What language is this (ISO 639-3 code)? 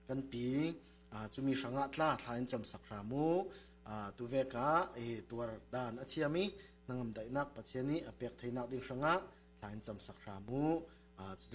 cfm